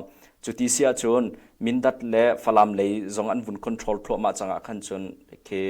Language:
Hakha Chin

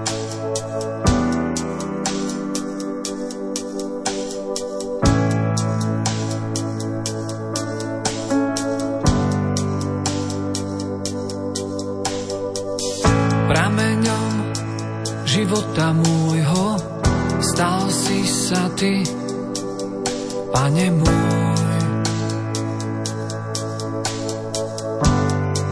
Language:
Slovak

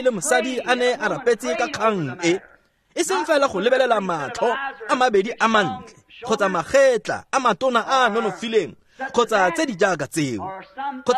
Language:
Tswana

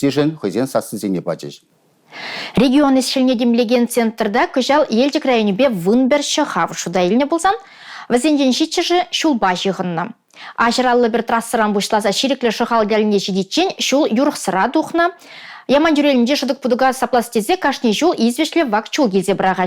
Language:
Chuvash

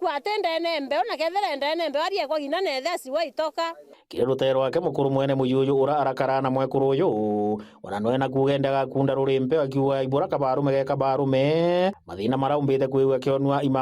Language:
Meru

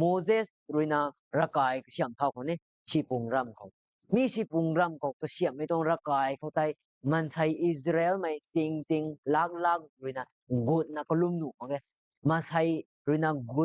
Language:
Rongmei Naga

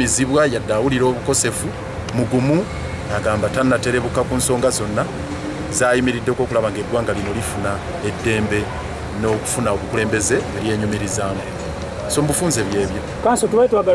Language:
Ganda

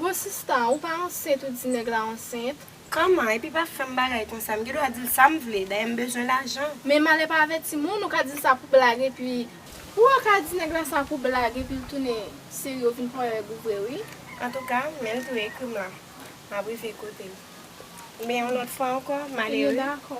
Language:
Haitian Creole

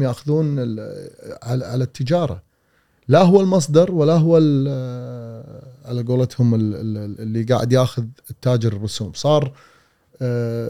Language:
Gulf Arabic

